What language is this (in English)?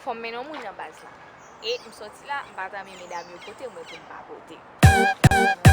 Haitian Creole